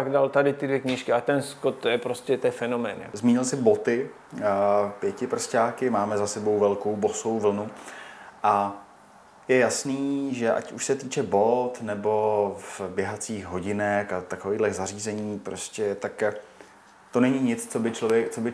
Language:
Czech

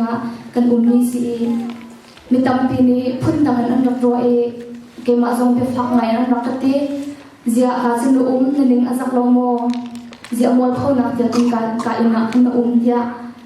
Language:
Hakha Chin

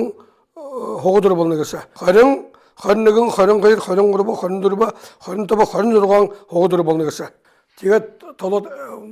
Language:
Buriat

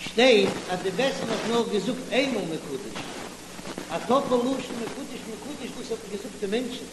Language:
Yiddish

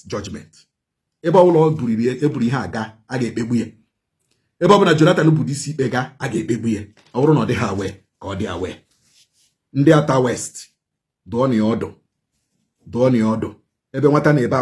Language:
Igbo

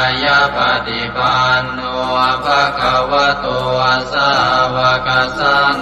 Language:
Pali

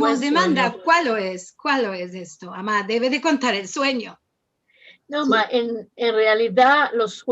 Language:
Ladino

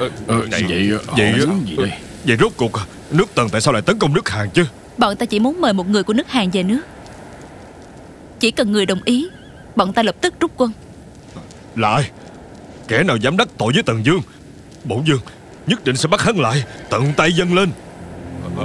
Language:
Vietnamese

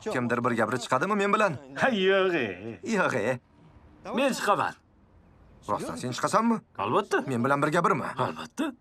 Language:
Uzbek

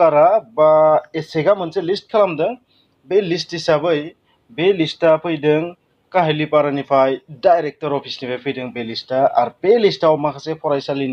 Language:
Bodo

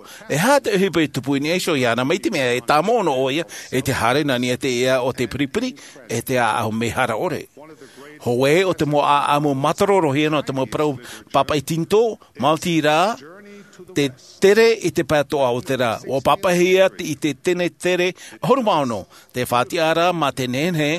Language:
Tahitian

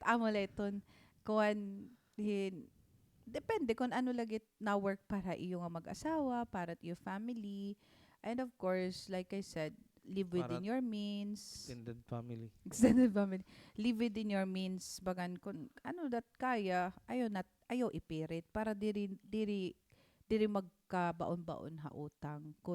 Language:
Waray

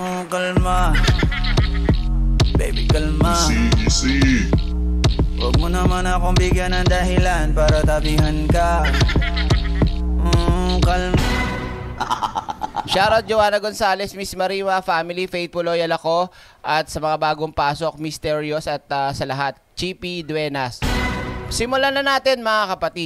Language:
Filipino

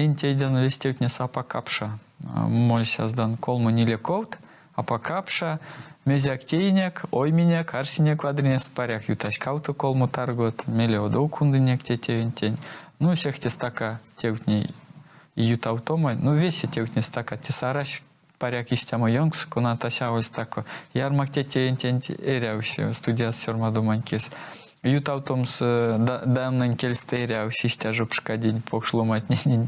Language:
Erzya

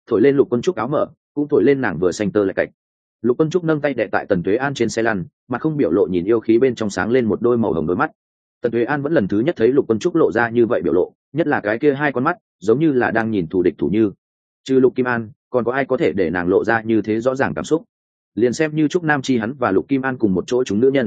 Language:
Vietnamese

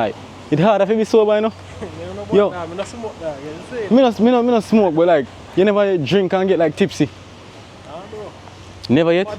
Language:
Jamaican Creole English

